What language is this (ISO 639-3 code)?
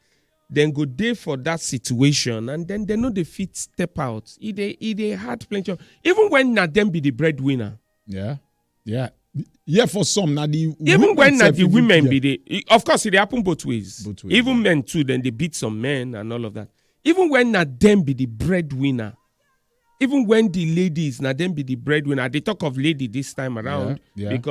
pcm